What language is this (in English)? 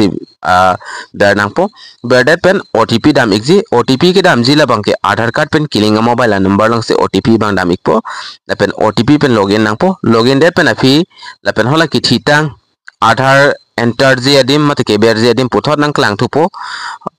Karbi